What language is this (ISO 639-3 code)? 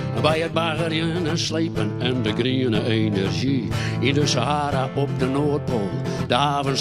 fry